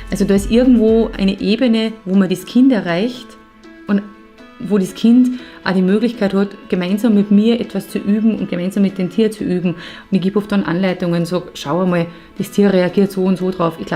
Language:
Bavarian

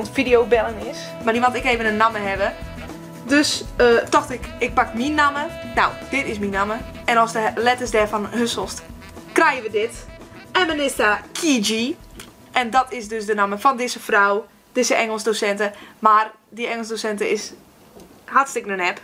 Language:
Western Frisian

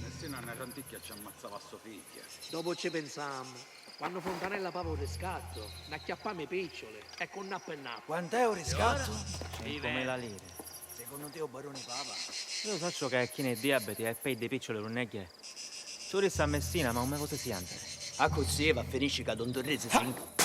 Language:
Sicilian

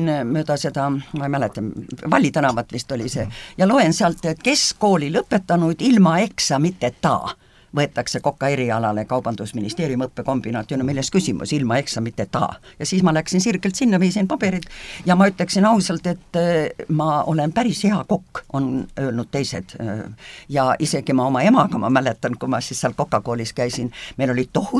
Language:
Estonian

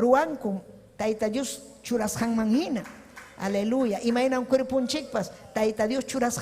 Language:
Ayacucho Quechua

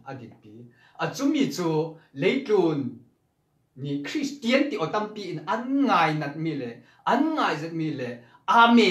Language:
Falam Chin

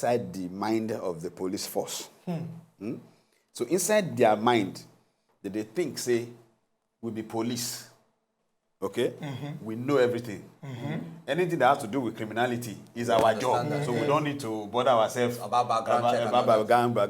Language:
Nigerian Pidgin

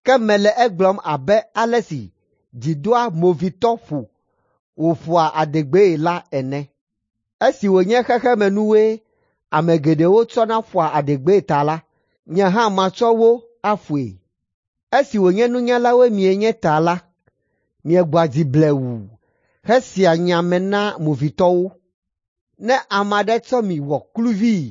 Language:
Ewe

